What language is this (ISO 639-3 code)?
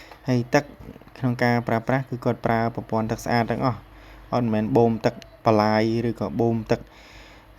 khm